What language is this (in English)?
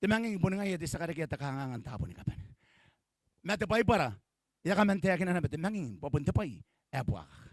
Gilbertese